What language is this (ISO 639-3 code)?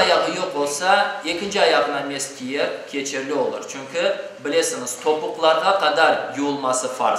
crh